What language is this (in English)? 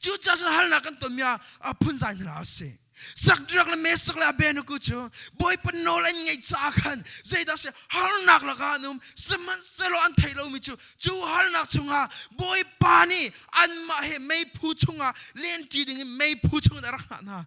Hakha Chin